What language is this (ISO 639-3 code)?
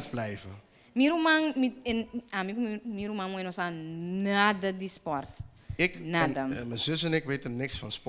pap